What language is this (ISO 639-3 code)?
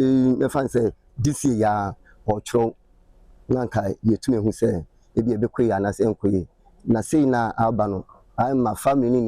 aka